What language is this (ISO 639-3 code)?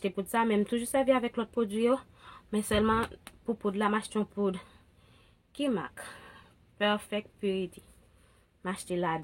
hat